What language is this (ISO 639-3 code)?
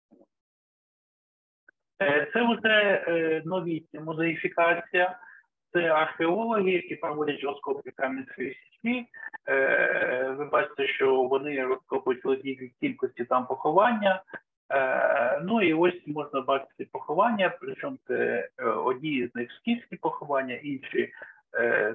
ukr